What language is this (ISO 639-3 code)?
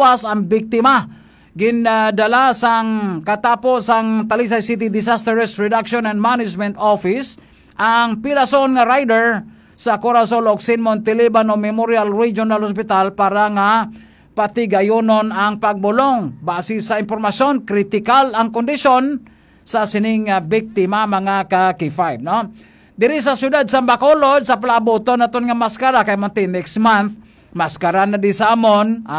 hil